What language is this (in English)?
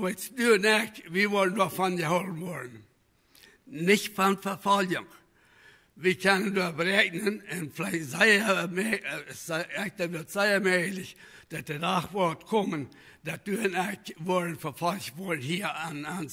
Plautdietsch